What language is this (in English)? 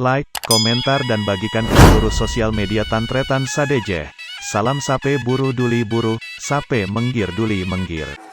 Madurese